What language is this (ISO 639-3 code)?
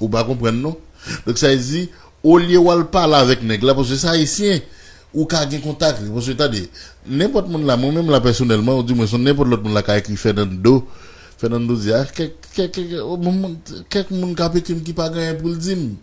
hat